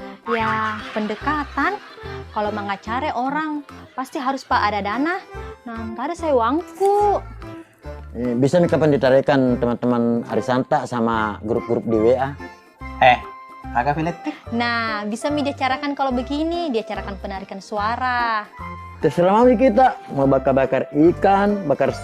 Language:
Buginese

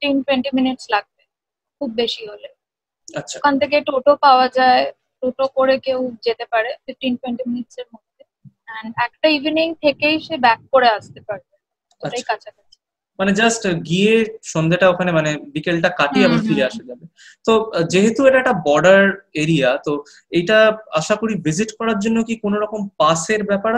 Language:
Bangla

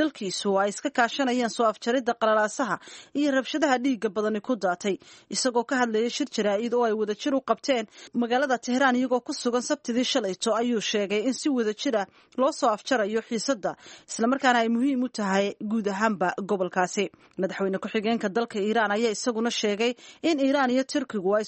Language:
Somali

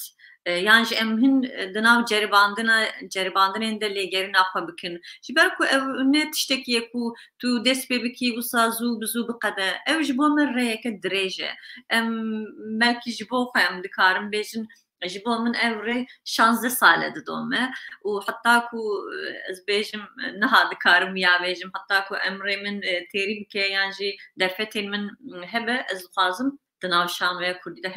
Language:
Kurdish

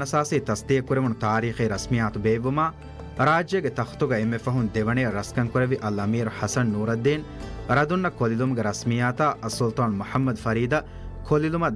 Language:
Divehi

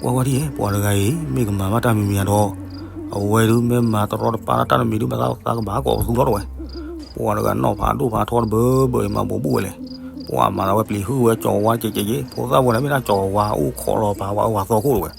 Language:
S'gaw Karen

